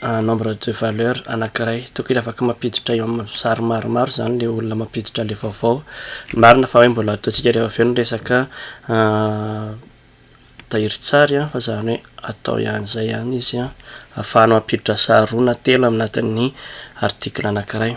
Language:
Malagasy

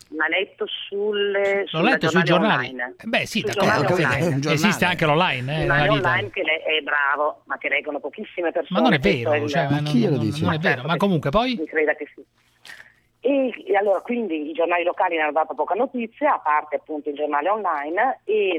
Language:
Italian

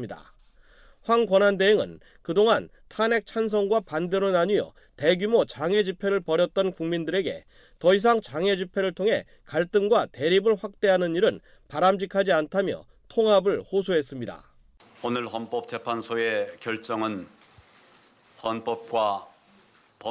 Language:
Korean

